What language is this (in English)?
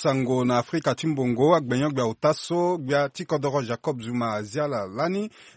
Sango